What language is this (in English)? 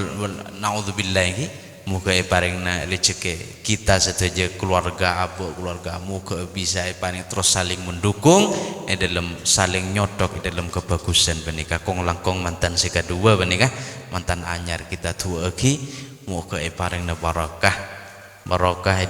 Madurese